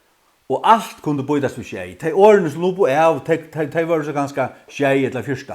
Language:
Faroese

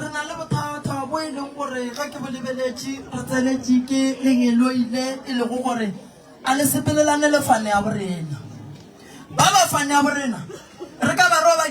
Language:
Northern Sotho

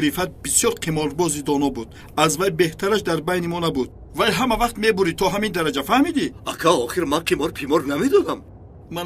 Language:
Tajik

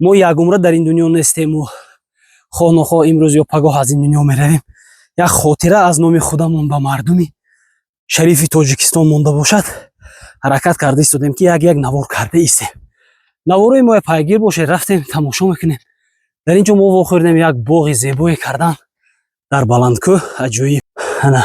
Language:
Tajik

